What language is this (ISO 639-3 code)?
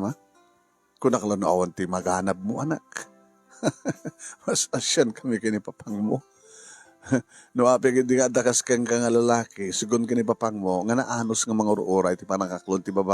ilo